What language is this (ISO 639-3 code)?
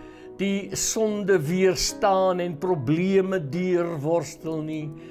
afr